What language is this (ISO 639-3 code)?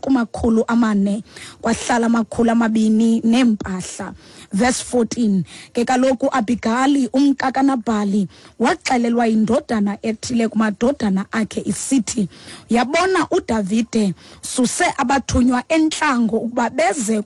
xho